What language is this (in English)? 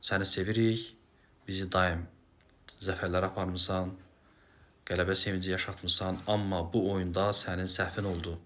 Azerbaijani